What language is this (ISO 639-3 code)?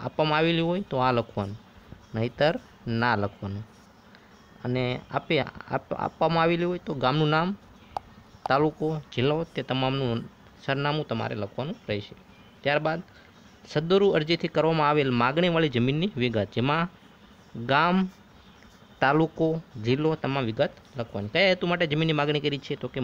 guj